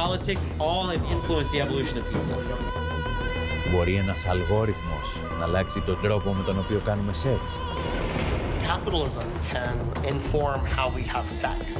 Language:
Greek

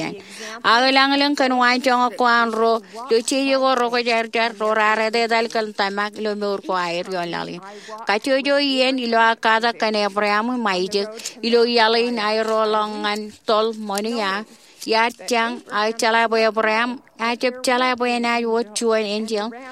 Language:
Marshallese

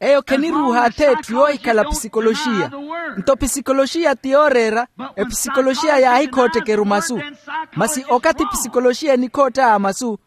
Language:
Makhuwa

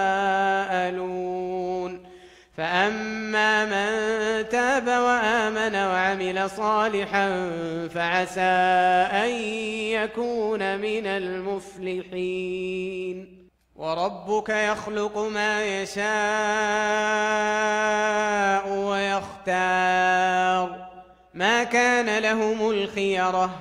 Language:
Arabic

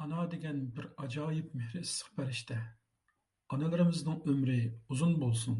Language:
Uyghur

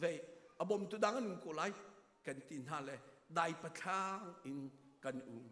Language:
Hakha Chin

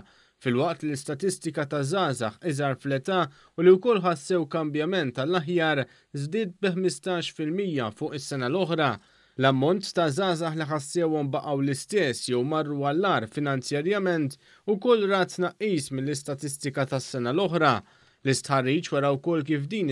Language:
Maltese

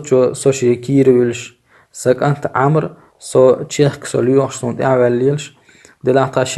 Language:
Chechen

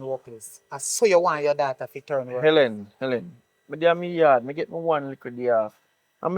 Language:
Jamaican Creole English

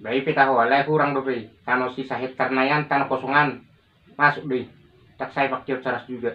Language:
Batak Toba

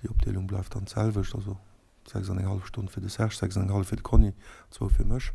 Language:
Luxembourgish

